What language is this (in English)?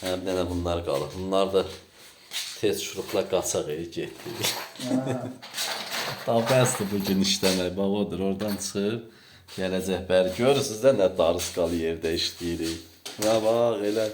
Azerbaijani